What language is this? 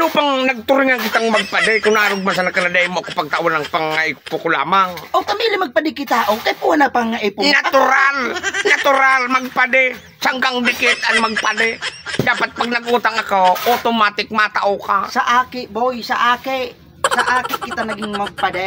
Bikol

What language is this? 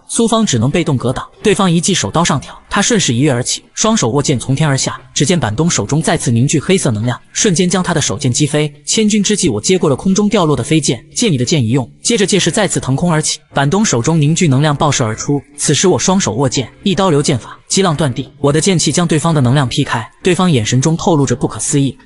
Chinese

